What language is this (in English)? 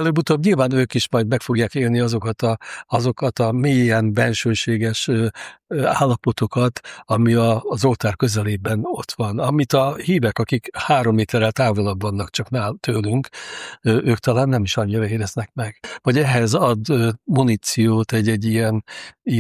Hungarian